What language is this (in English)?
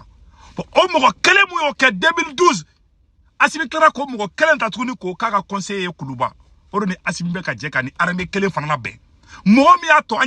Bambara